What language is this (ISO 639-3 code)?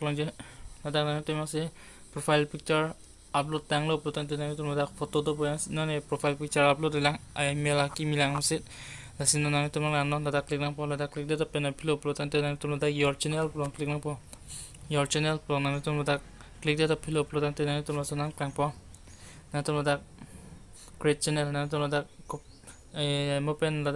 mjw